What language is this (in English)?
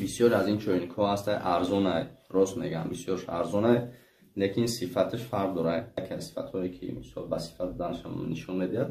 Tajik